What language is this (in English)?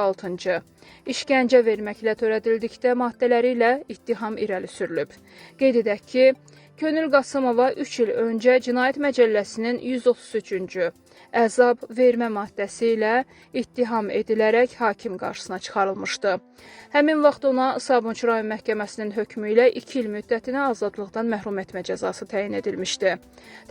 Azerbaijani